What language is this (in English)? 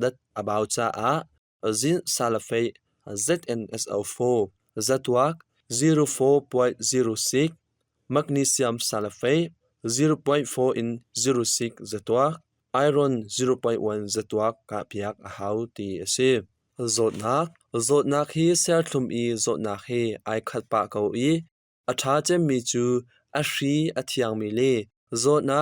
Hakha Chin